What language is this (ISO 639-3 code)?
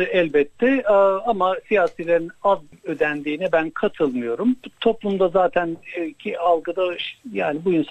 tur